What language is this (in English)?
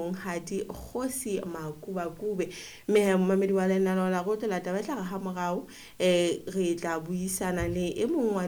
Southern Sotho